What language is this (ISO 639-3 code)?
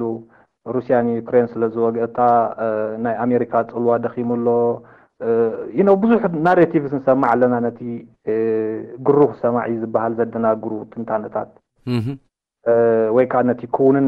tir